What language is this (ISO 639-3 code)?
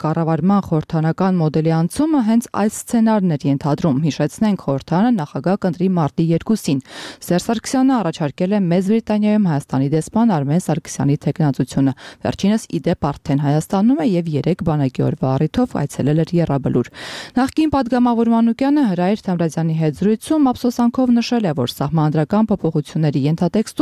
hye